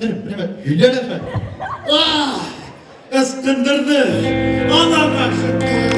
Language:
Bashkir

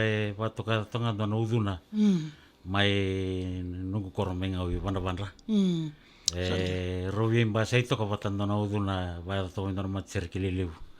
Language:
Fijian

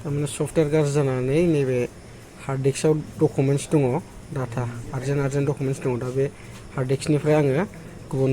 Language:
Bodo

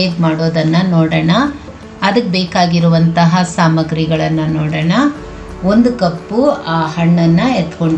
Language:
Kannada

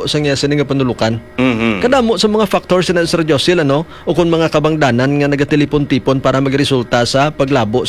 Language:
Hiligaynon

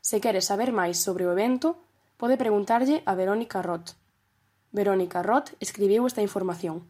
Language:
Galician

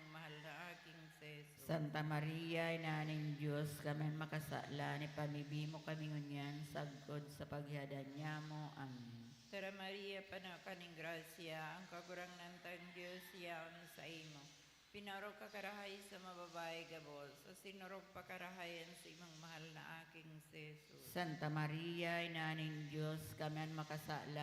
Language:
Bikol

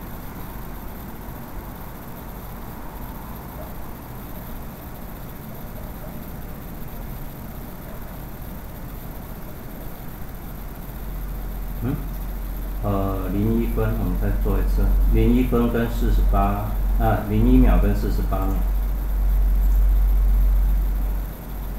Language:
Chinese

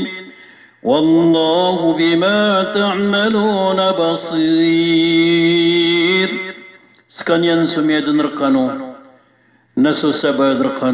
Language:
Maranao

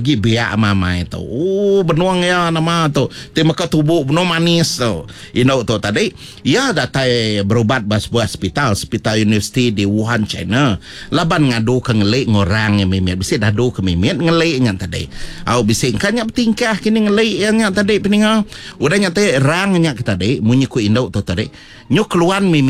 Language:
Iban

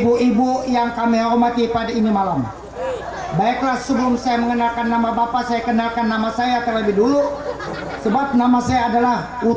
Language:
Banjar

